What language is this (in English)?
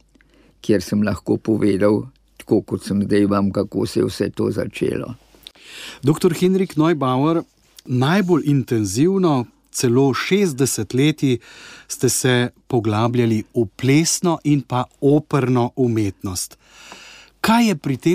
Slovenian